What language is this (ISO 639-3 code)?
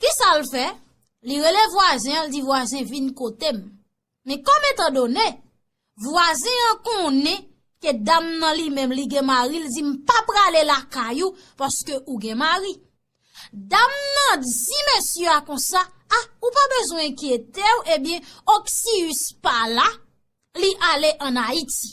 hat